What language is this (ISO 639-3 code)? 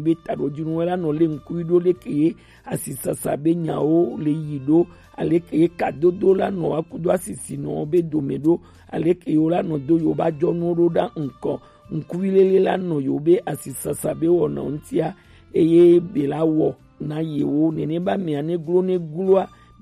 gej